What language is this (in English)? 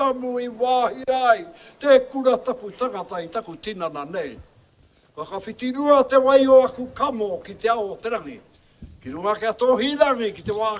Māori